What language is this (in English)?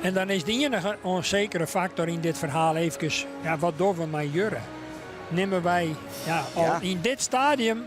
Western Frisian